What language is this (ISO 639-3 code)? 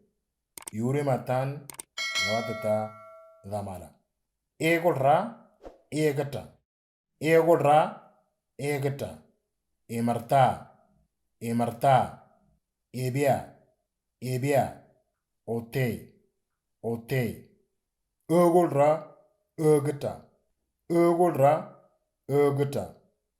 mor